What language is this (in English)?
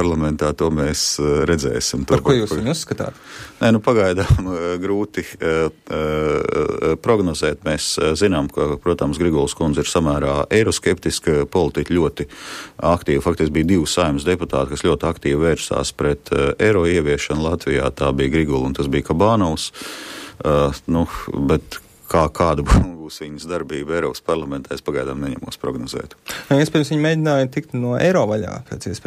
Latvian